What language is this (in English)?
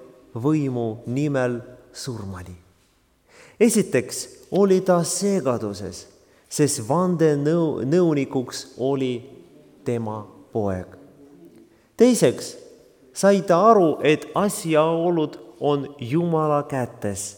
Estonian